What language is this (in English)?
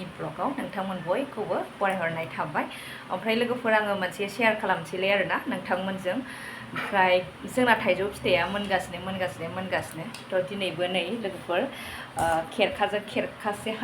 Bodo